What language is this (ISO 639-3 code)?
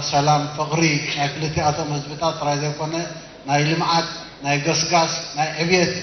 tir